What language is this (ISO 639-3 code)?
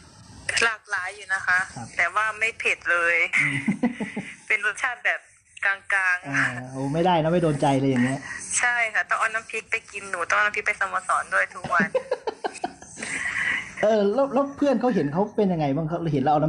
tha